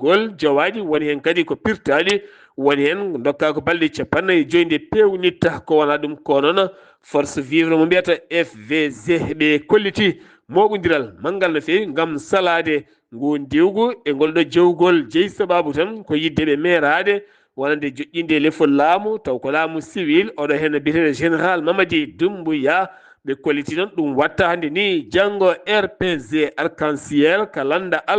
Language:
Fula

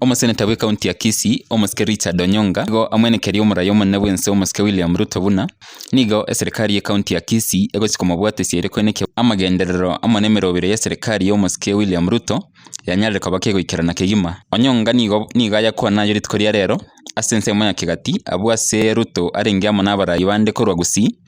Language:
Gusii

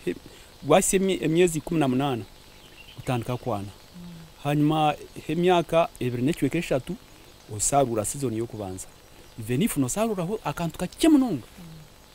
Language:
Nyankole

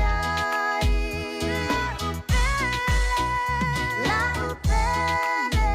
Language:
Samoan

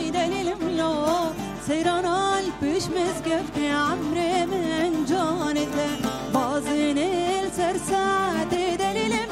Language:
Kurdish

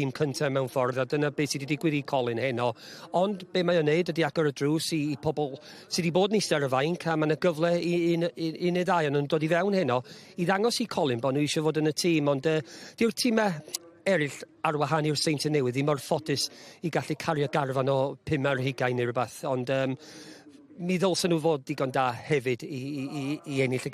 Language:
Welsh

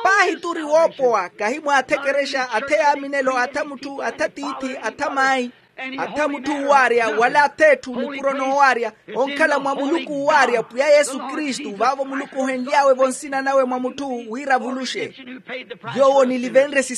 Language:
Makhuwa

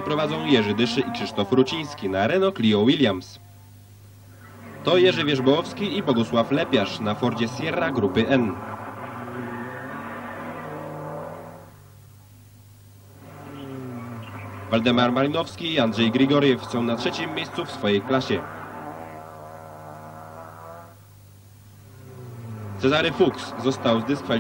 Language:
Polish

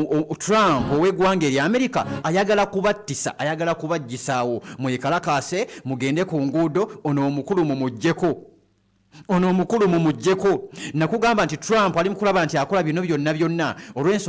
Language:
Ganda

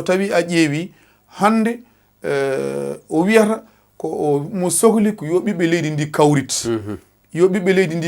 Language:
Fula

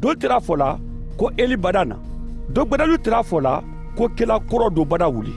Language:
Mandingo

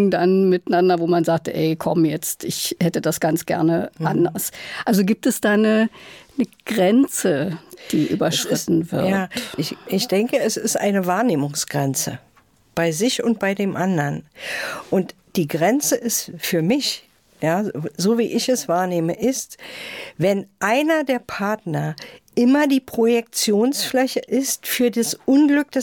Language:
German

